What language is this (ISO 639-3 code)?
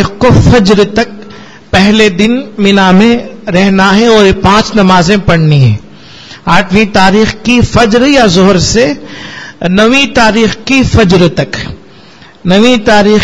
urd